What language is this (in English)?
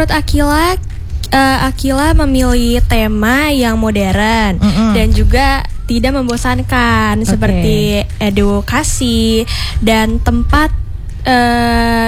Indonesian